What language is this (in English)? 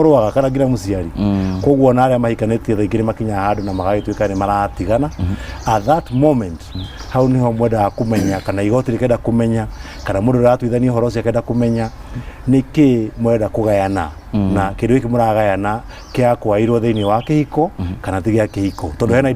Kikuyu